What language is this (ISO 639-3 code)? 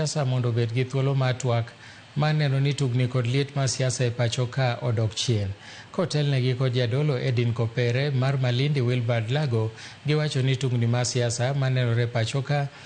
luo